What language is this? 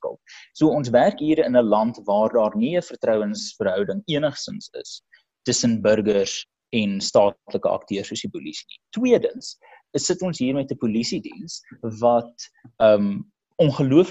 Afrikaans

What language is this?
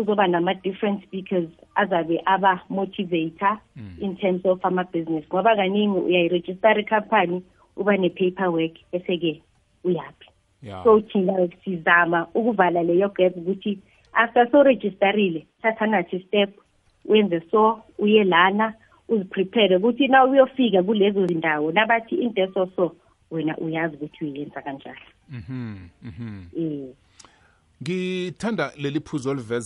South Ndebele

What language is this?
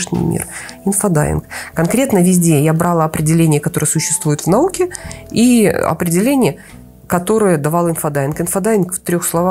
Russian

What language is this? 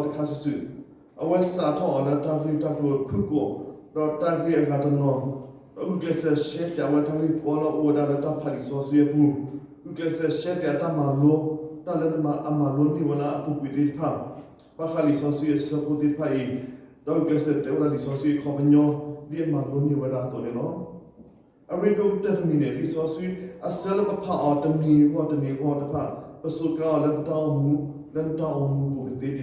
S'gaw Karen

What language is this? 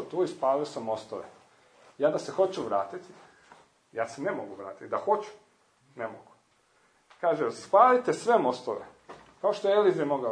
Croatian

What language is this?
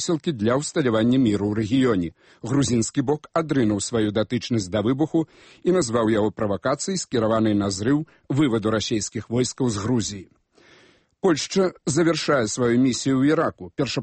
Belarusian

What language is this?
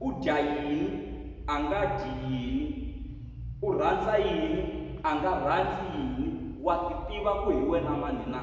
Tsonga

